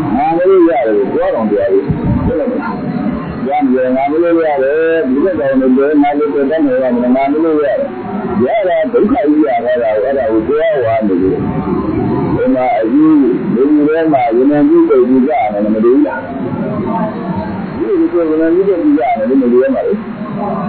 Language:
Burmese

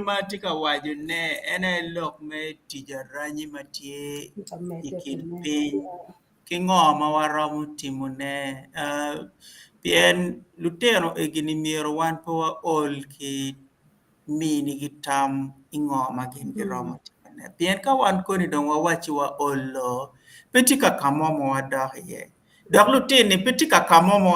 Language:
Acoli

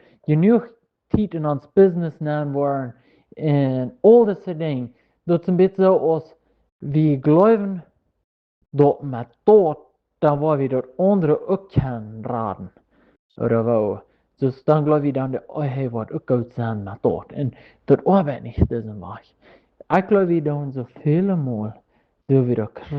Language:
Plautdietsch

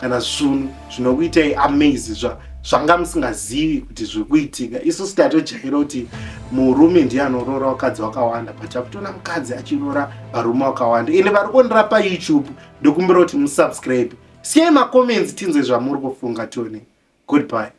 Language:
Shona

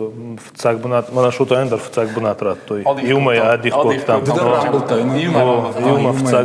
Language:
Ossetic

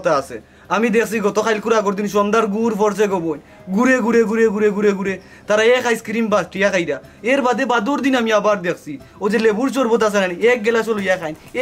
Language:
Sylheti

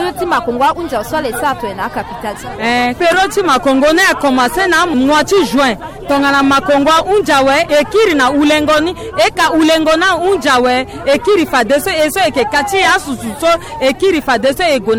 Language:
Sango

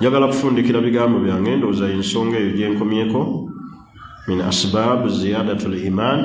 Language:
Ganda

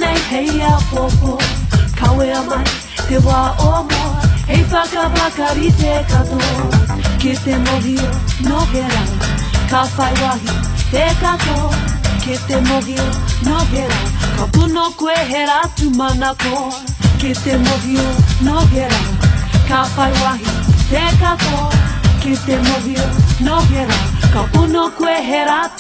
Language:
Māori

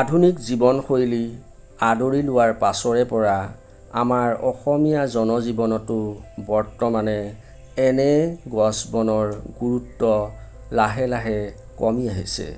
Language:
Assamese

